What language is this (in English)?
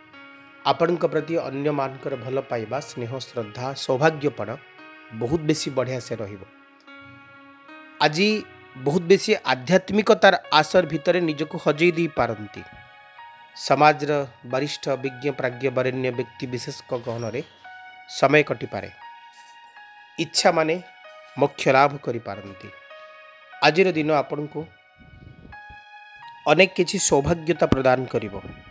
Odia